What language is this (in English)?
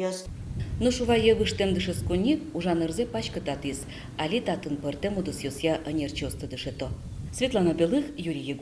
Udmurt